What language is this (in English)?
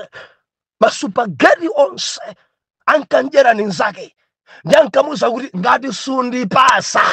Nyanja